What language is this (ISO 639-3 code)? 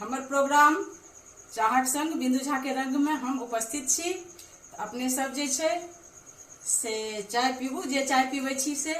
mai